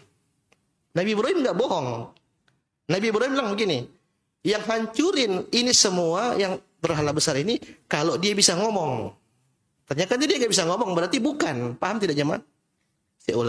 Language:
Indonesian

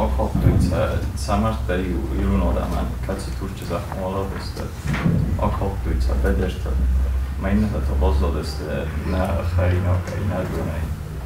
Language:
Ossetic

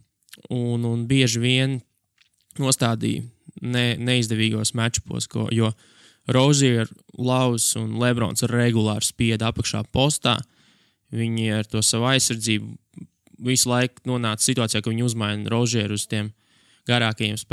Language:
Latvian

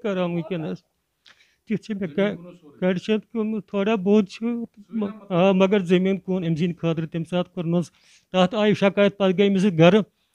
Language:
Kashmiri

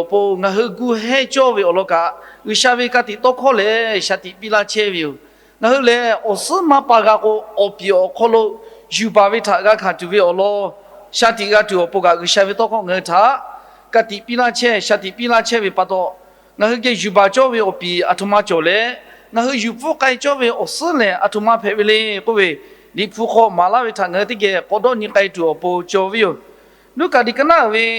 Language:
Lahu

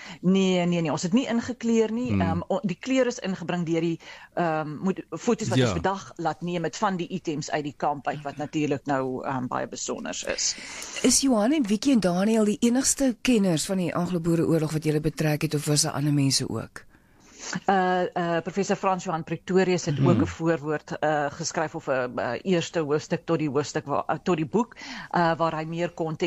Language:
Afrikaans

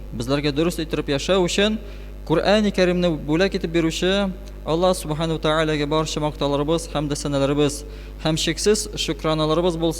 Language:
Tatar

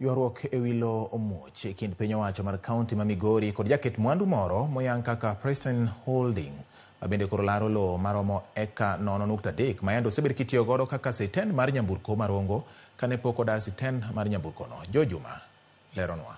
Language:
Luo (Kenya and Tanzania)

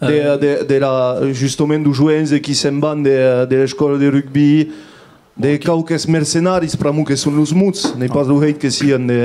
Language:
Occitan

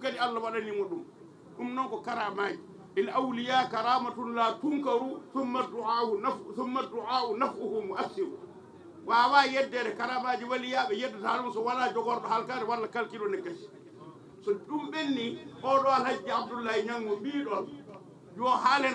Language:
Fula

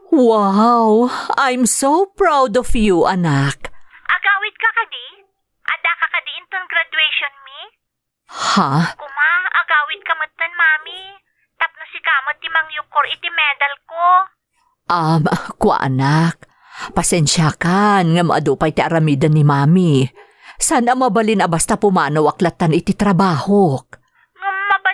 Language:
Iloko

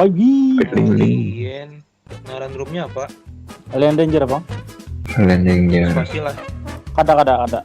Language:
Banjar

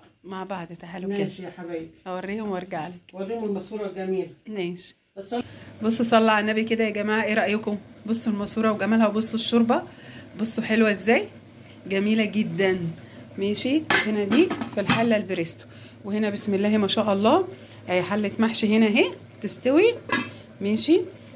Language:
Egyptian Arabic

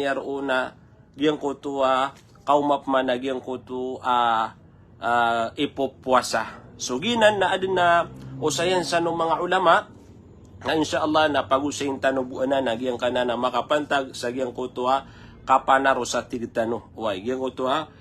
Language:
Maranao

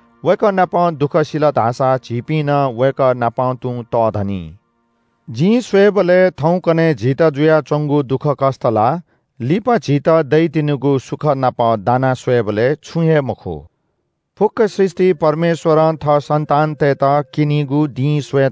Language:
Newari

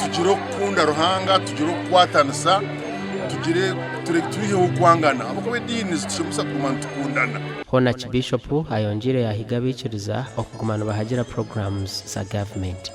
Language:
Nyankole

